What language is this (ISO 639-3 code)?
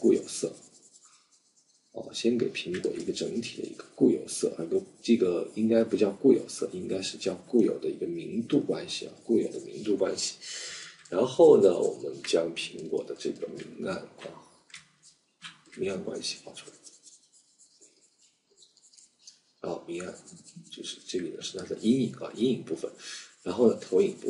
zho